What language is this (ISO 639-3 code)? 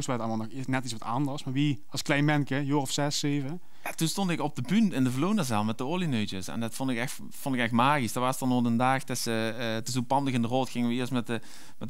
lim